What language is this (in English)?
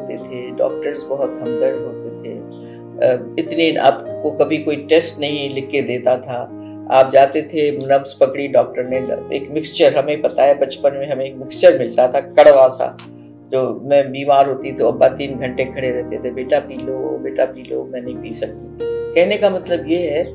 Urdu